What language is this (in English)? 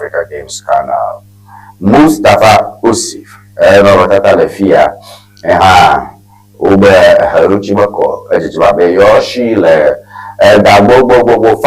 Ewe